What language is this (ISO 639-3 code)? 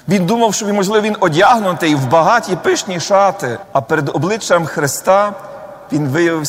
ukr